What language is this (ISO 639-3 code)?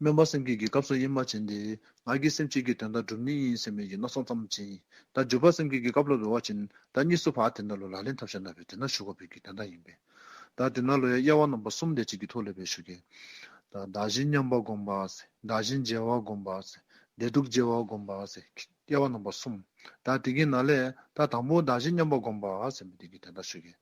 dzo